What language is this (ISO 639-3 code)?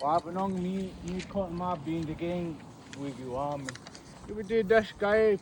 ciw